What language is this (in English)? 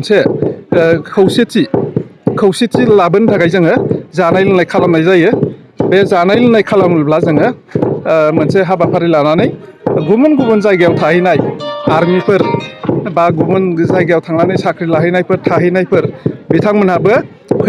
Bodo